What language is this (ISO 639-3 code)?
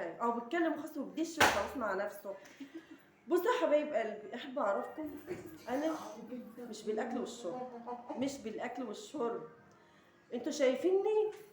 arz